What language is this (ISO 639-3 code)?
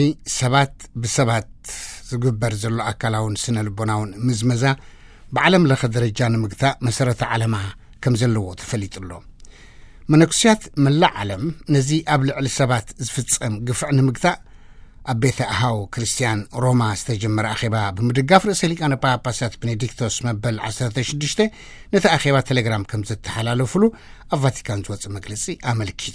tir